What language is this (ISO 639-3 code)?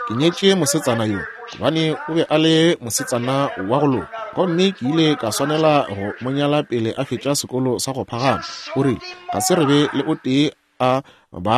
nso